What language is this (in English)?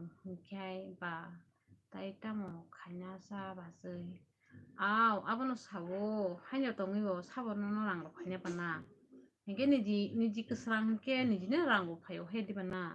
Kok Borok